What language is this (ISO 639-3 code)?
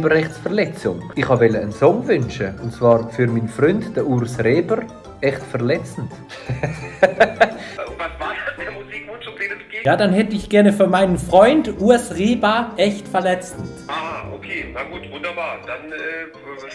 gsw